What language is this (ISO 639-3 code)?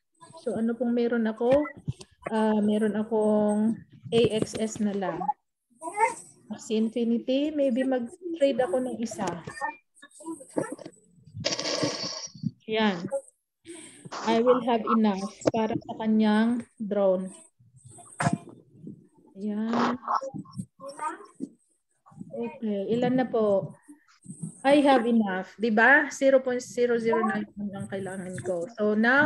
fil